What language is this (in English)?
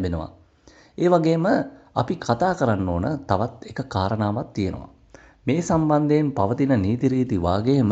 Sinhala